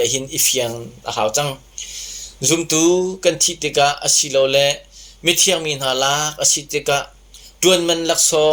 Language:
Hakha Chin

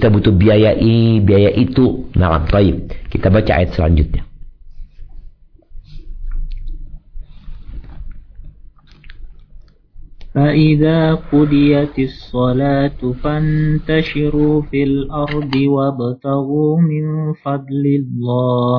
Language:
Indonesian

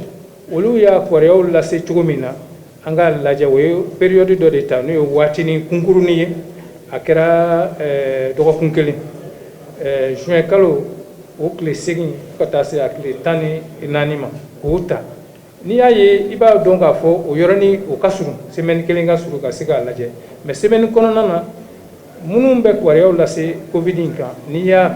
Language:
Bambara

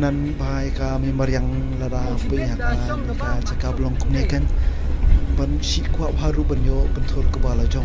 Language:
Khasi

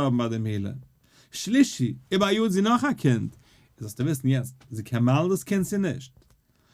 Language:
Yiddish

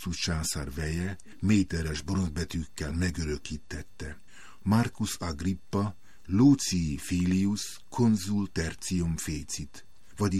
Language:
Hungarian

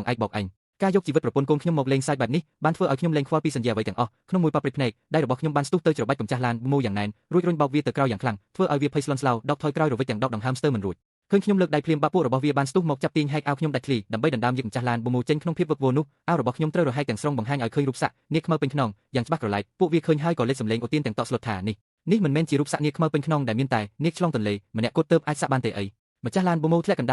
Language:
Khmer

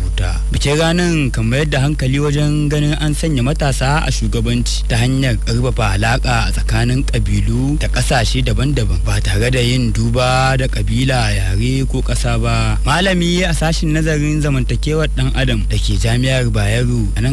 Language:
Hausa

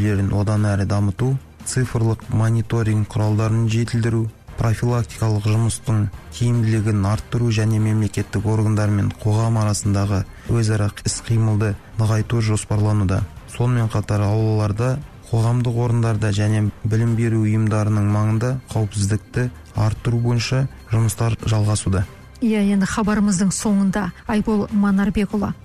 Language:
Kazakh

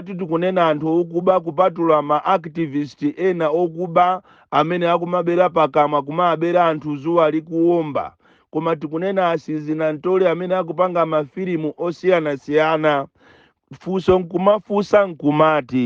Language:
Nyanja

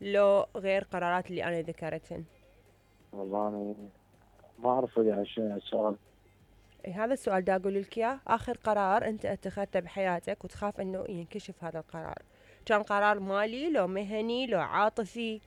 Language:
Mesopotamian Arabic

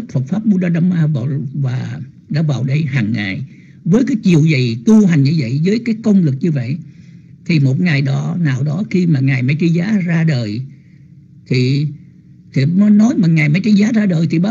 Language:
Vietnamese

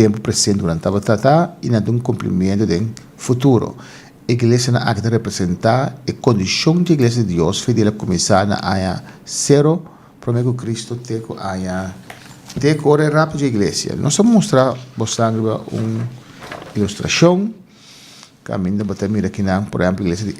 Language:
Papiamento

